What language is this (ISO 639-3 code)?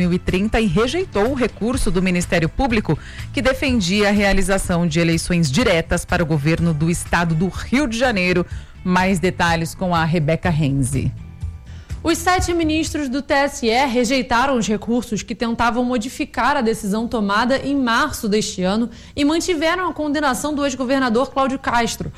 por